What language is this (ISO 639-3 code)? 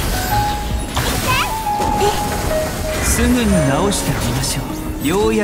jpn